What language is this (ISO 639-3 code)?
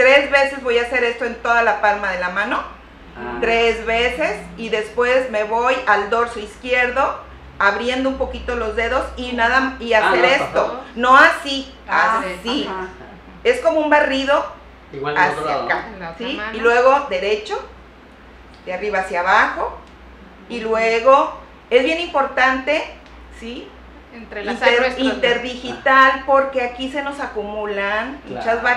spa